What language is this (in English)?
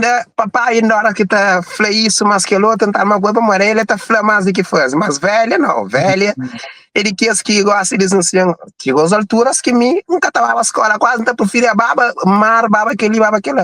Kabuverdianu